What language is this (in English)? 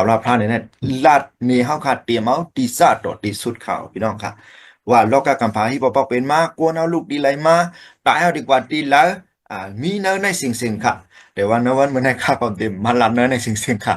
Shan